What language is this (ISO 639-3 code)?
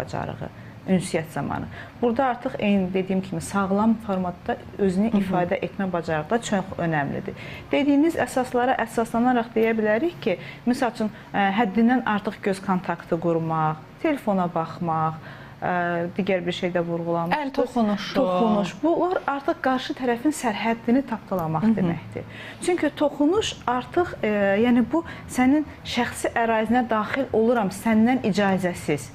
aze